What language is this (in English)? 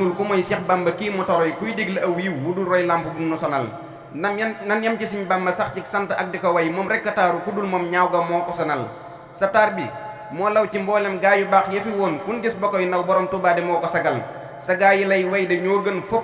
Wolof